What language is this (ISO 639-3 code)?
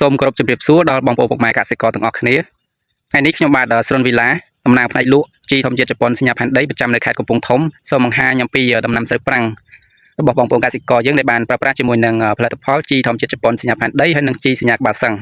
khm